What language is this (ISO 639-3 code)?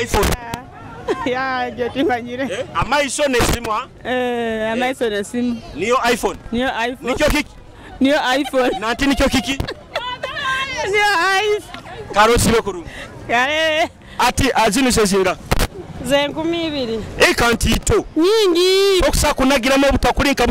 nyo